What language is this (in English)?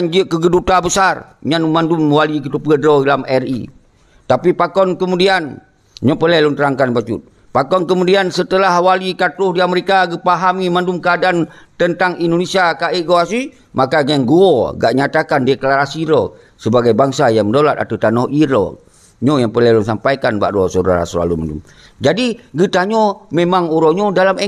Achinese